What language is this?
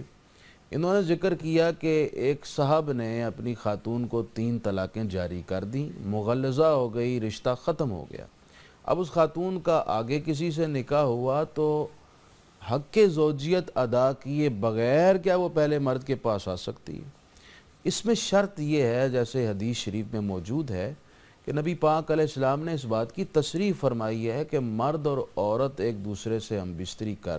Urdu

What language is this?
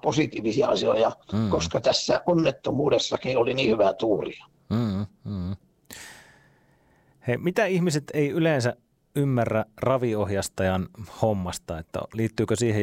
Finnish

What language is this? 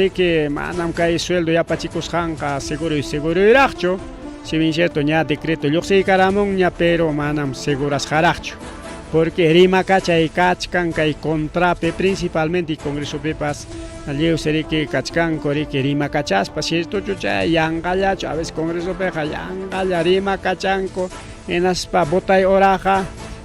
Ayacucho Quechua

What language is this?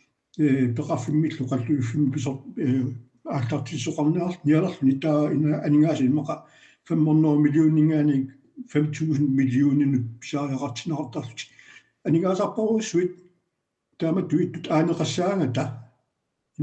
Kalaallisut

